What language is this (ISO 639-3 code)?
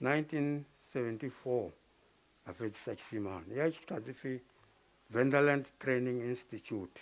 ven